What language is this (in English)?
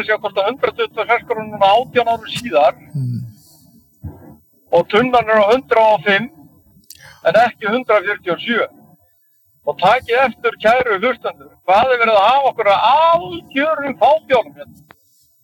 Icelandic